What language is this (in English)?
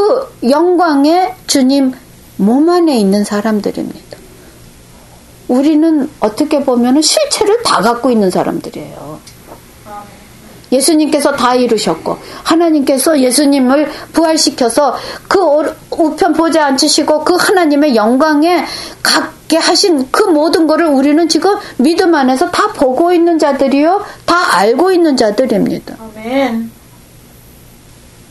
Korean